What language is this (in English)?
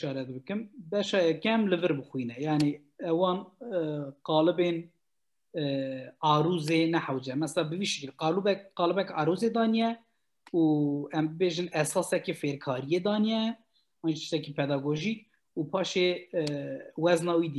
Kurdish